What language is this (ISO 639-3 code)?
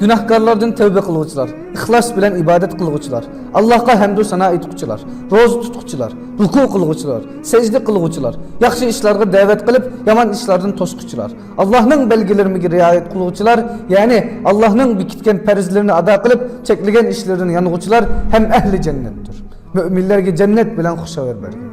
uig